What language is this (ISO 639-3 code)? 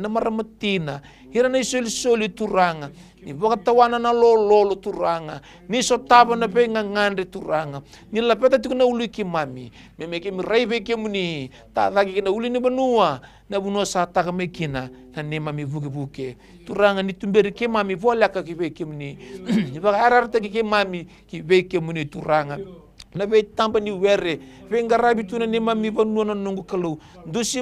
fij